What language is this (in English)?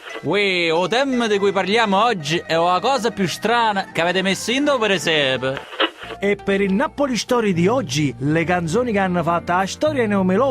Neapolitan